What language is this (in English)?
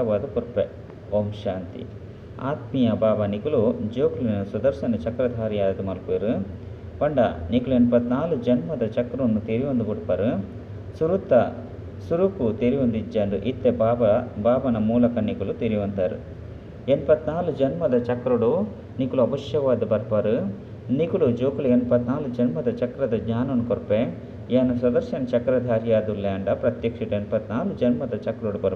Tulu